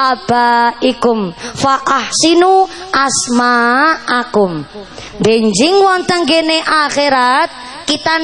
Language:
Javanese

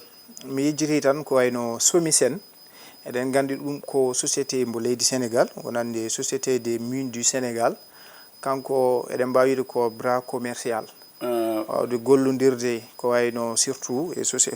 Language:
Fula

